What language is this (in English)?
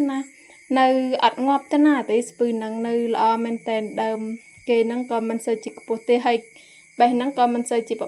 Khmer